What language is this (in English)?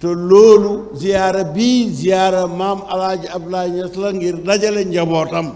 Wolof